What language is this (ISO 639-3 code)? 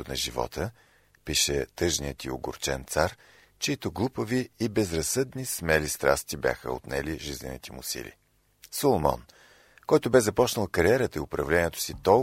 bul